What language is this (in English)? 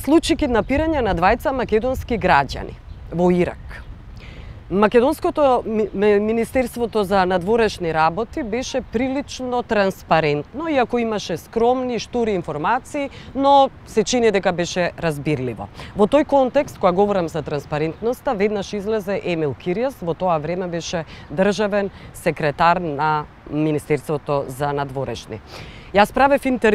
Macedonian